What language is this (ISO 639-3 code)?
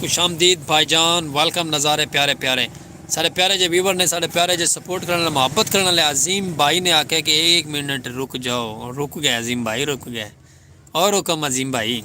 skr